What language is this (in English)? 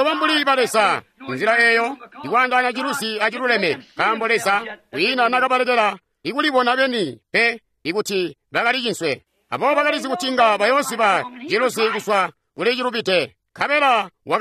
Tonga (Zambia)